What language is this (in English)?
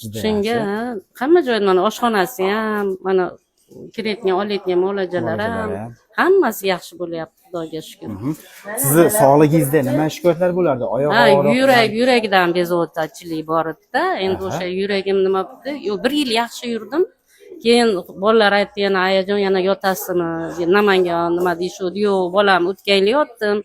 Uzbek